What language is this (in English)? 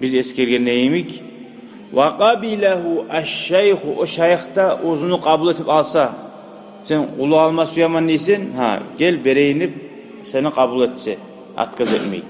Kumyk